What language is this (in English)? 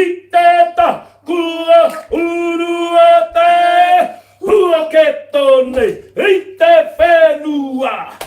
Māori